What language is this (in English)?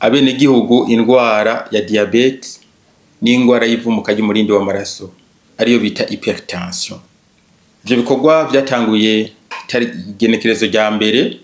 Rundi